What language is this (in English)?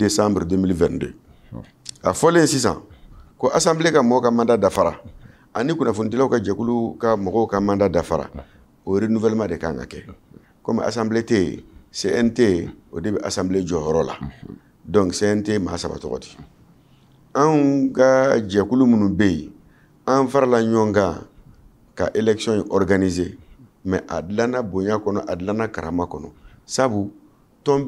Bambara